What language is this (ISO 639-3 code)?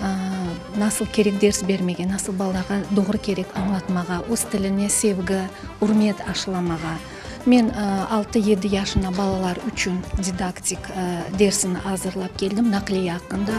crh